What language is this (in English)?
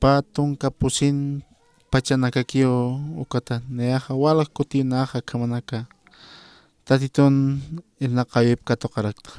Aymara